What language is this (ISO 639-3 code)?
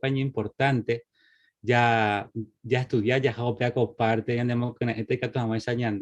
grn